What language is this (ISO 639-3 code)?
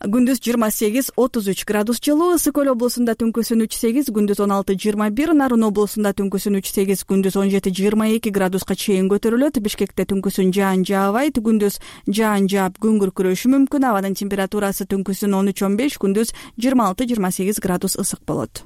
kir